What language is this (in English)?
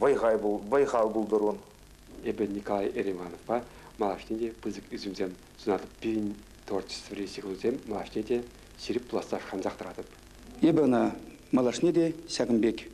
Chuvash